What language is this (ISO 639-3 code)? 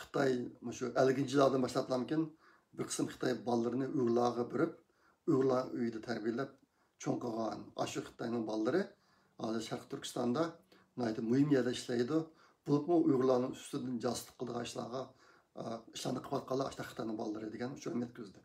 uig